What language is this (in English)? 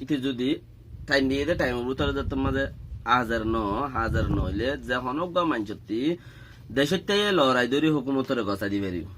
Rohingya